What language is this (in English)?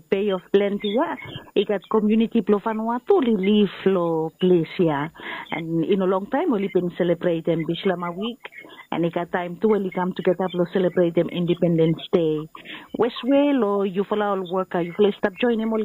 Bislama